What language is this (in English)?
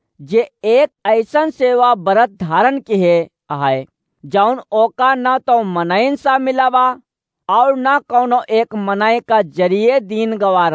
Awadhi